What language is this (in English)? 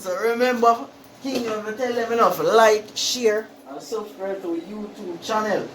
Jamaican Creole English